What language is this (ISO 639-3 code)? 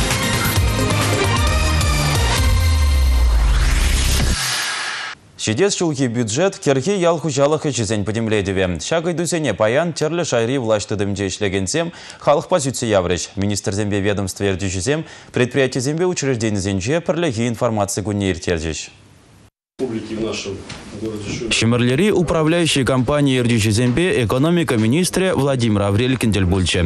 chv